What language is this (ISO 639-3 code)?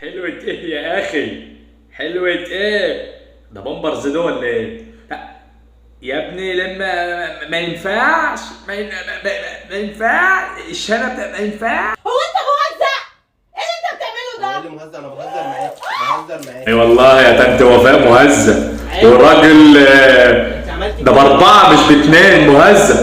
arz